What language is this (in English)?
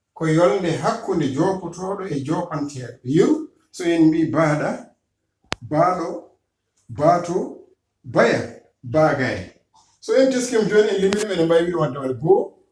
Fula